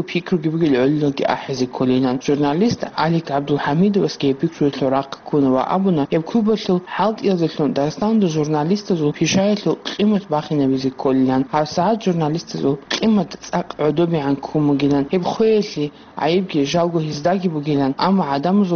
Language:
Avaric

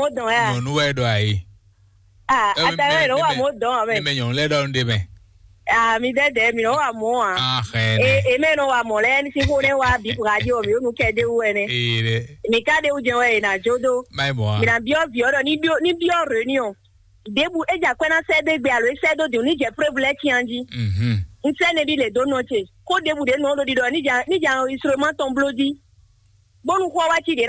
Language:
Fon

